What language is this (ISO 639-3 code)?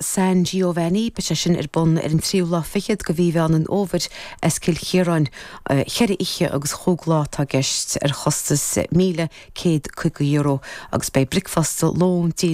gle